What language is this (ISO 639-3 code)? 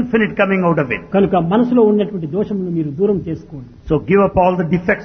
tel